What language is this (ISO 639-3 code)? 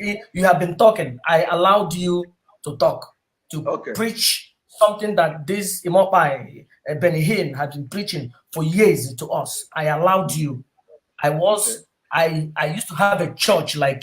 ibo